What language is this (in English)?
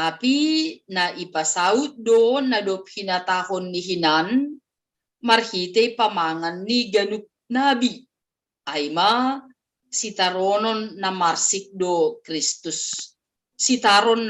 Batak Simalungun